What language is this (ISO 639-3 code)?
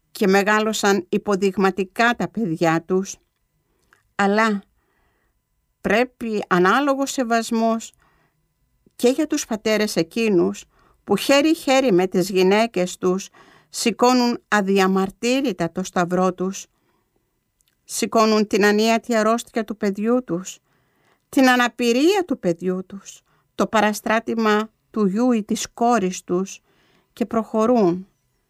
ell